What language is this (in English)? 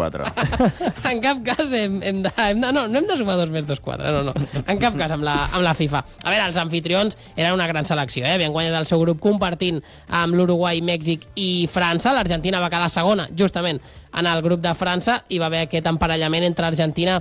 Catalan